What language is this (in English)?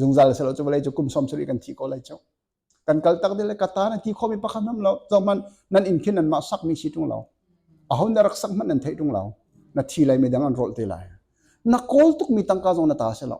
Hakha Chin